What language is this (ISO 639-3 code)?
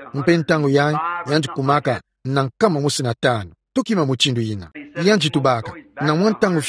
ktu